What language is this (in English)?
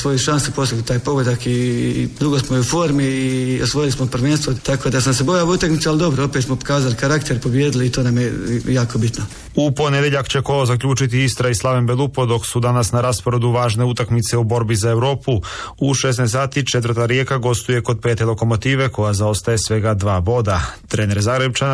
Croatian